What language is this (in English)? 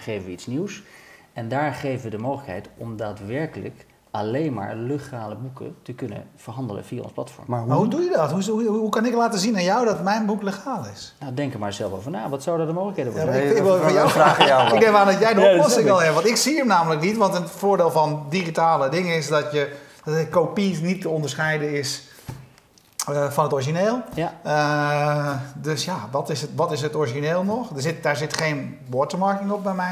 Dutch